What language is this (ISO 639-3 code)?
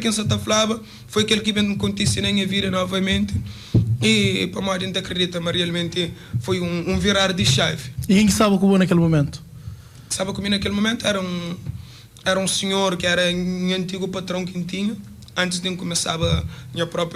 kea